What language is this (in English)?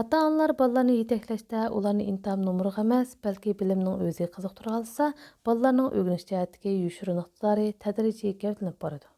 Uyghur